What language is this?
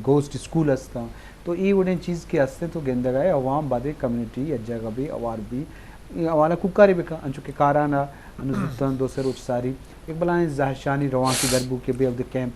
Eastern Balochi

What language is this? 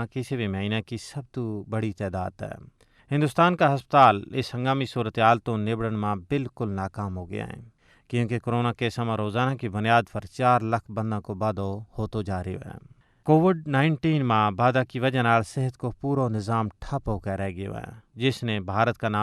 Gujari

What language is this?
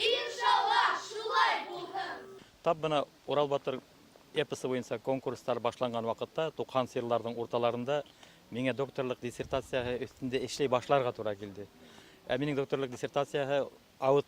Bashkir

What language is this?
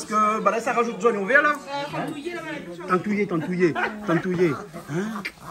Réunion Creole French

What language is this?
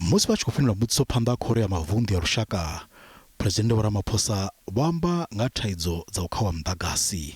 Venda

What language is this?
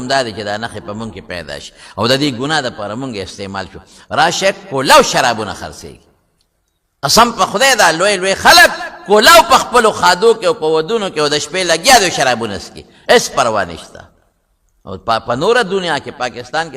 Pashto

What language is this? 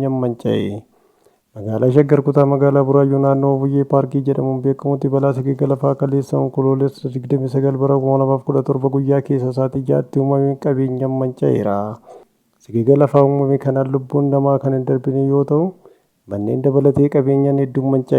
Oromo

